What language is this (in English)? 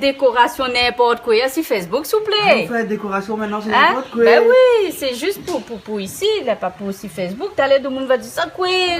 Réunion Creole French